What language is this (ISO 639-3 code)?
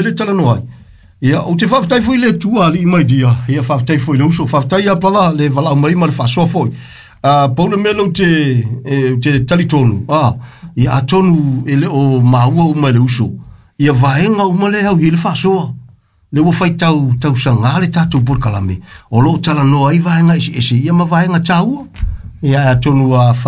smo